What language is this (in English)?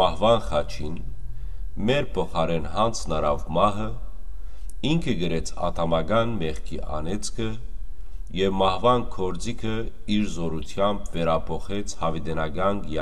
Western Armenian